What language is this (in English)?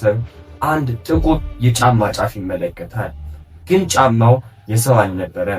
Amharic